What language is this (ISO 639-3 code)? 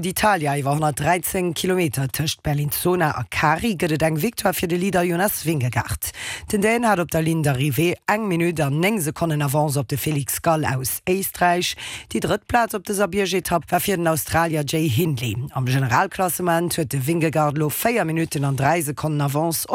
ltz